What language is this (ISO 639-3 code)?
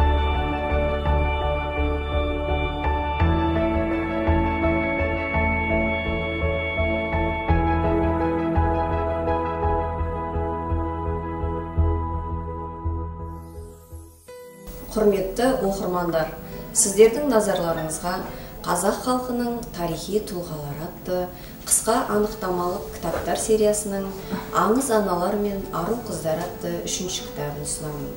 kaz